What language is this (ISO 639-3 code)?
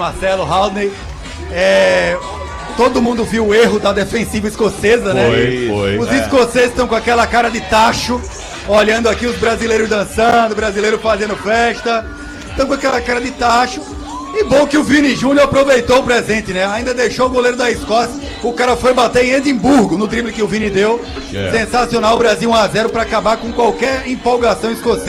por